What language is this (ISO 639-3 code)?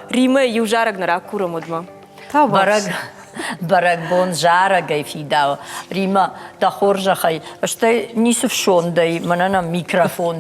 oss